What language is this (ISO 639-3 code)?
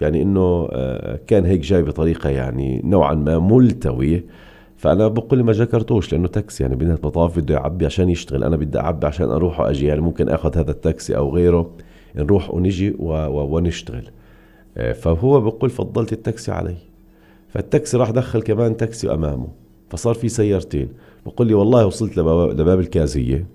apc